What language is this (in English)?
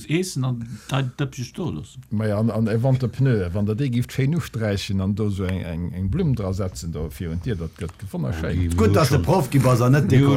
Luxembourgish